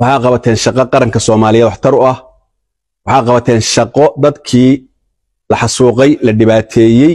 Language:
Somali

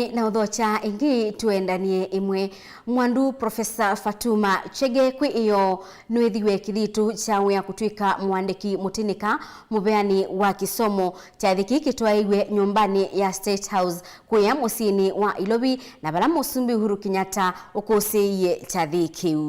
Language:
Kamba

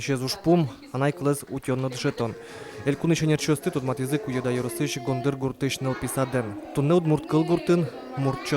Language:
Udmurt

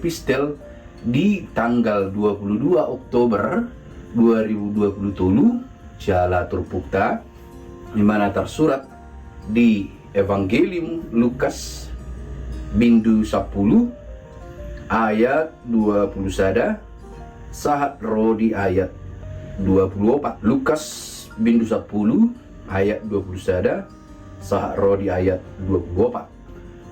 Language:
Batak Toba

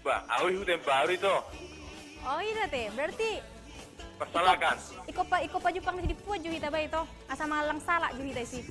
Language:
Batak Toba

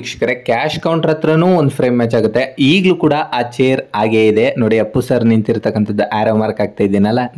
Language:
Kannada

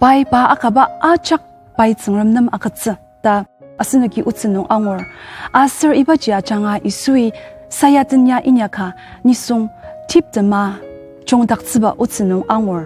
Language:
Ao Naga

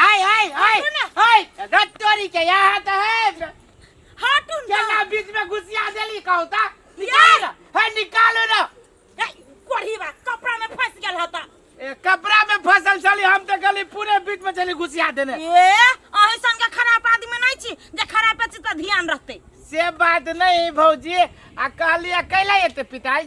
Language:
Maithili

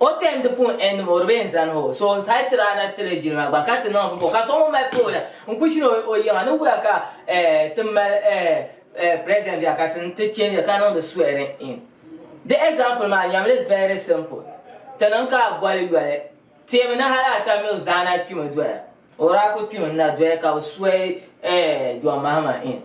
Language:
Dagbani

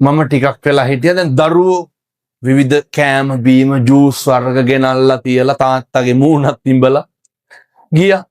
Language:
Sinhala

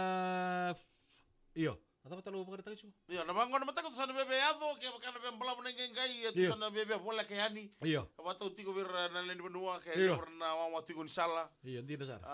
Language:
Fijian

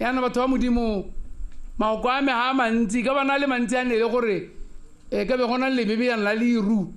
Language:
Tswana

